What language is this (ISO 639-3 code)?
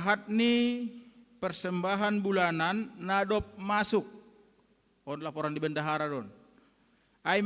bts